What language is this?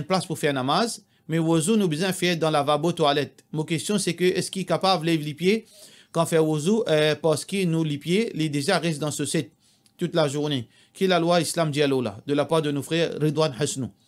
Morisyen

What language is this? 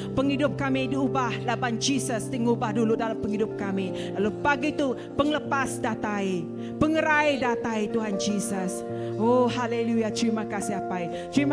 Iban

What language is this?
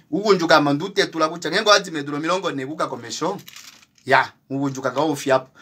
Kuanyama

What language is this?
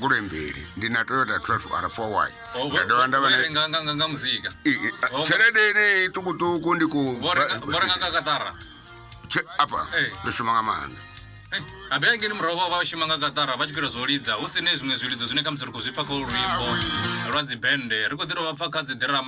Venda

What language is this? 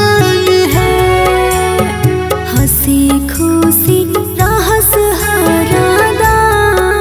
Bhojpuri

